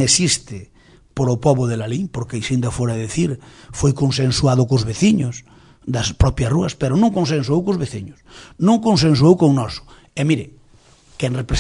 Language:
Galician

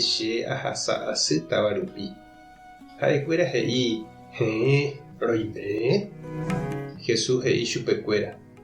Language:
Guarani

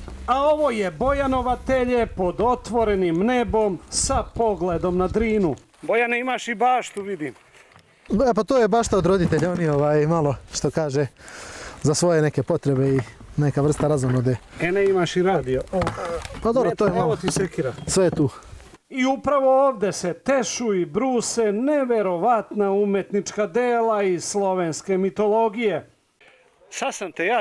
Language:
Serbian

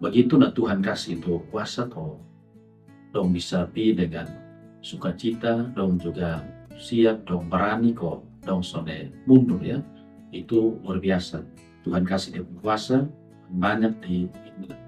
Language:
Kupang Malay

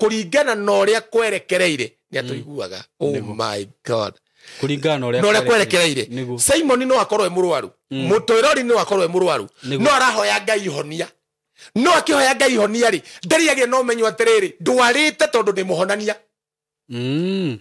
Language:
Kikuyu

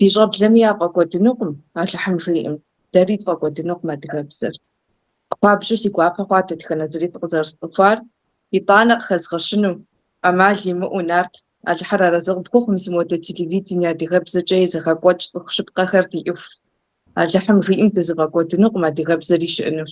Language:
Kabardian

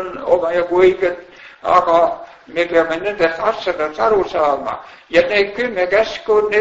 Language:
Estonian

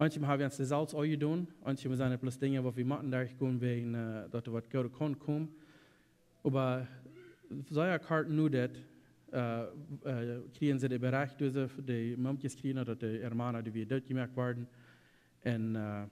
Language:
Plautdietsch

